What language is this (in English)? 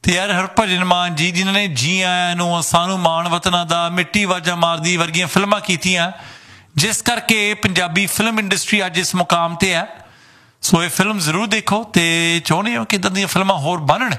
Punjabi